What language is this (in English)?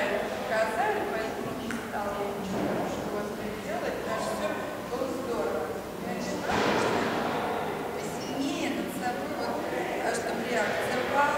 Russian